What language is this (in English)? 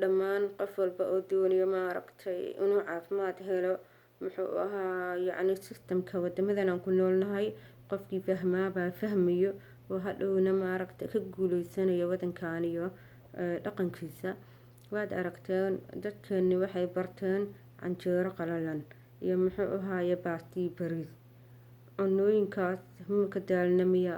Somali